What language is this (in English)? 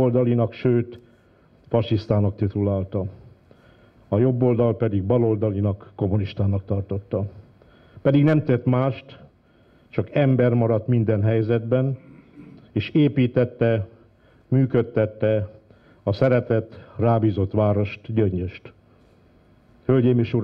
Hungarian